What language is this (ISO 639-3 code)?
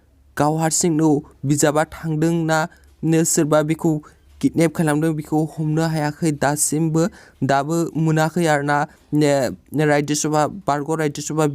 brx